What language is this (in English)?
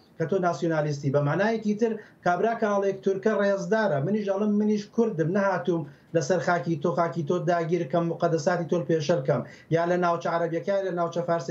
Central Kurdish